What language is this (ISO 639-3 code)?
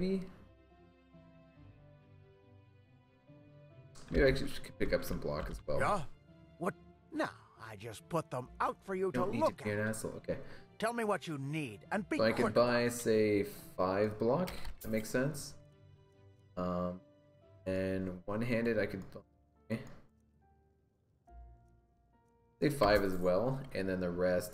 eng